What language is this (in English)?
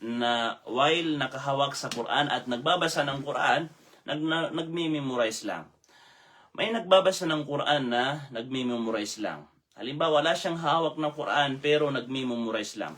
Maranao